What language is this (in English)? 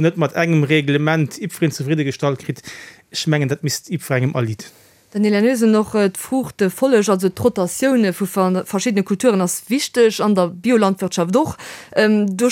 Luxembourgish